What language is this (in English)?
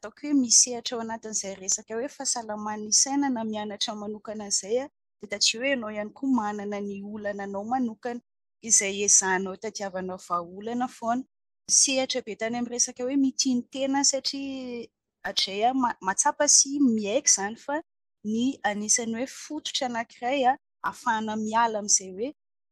Malagasy